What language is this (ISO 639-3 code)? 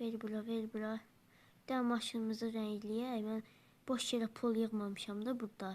aze